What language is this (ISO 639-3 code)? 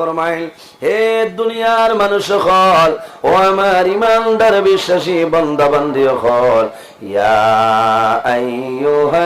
syl